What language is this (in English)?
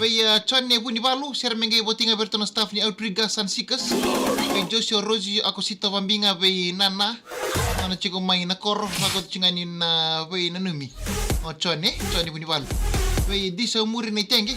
Fijian